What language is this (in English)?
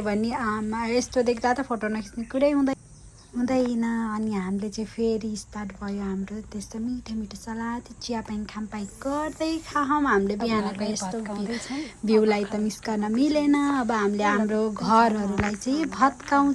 Nepali